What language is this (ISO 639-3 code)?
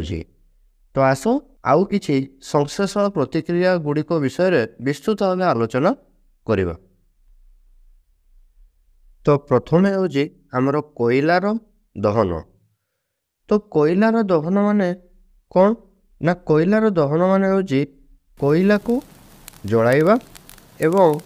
ori